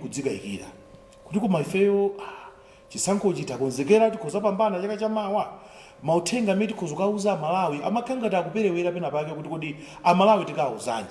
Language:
Nyanja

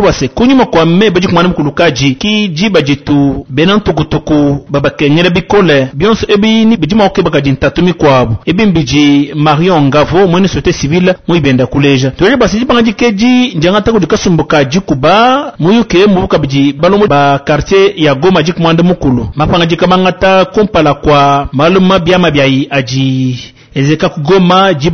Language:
Luba-Lulua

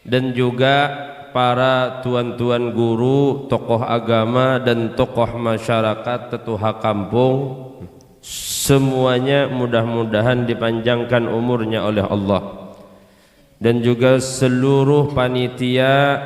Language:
Banjar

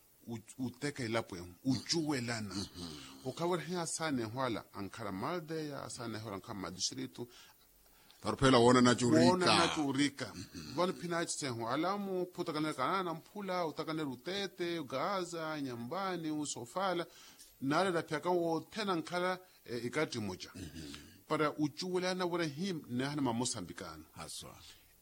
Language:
Makhuwa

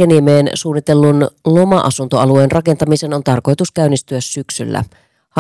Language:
Finnish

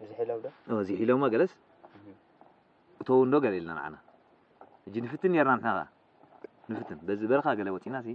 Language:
Tigrinya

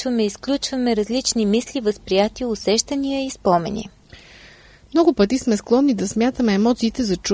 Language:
Bulgarian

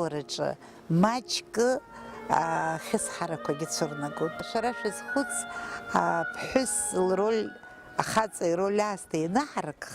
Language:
Abkhazian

